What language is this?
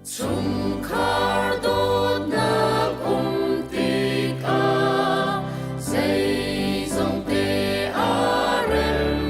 Hakha Chin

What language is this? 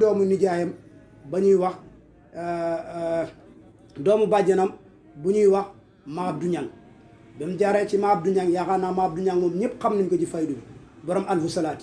Wolof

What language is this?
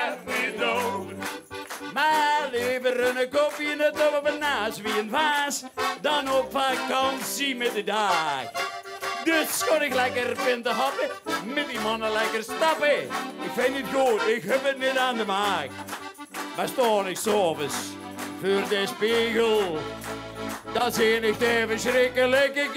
Limburgish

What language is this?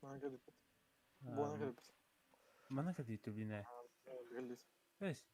Yakut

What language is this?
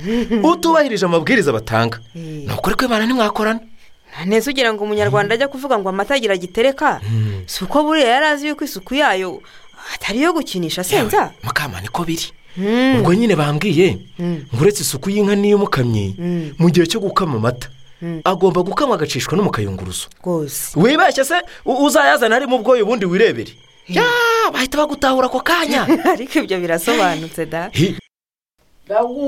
Kinyarwanda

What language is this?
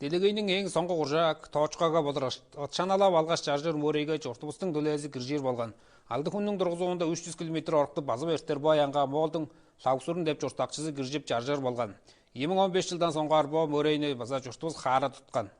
Tuvinian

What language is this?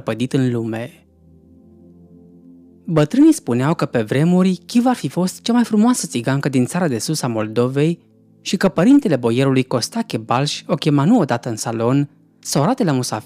Romanian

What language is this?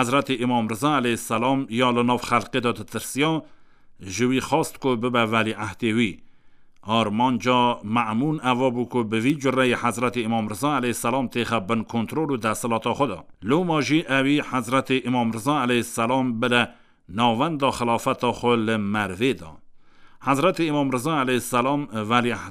Kurdish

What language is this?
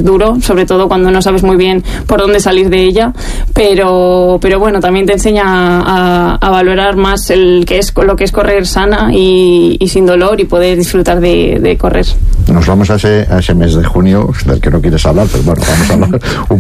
Spanish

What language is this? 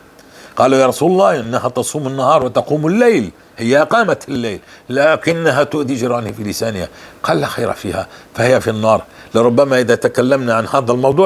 North Levantine Arabic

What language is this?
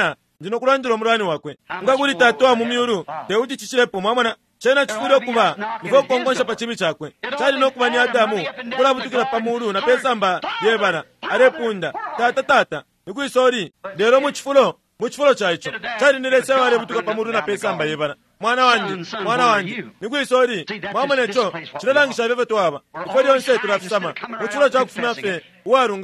Bemba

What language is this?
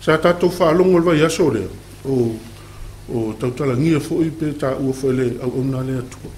Samoan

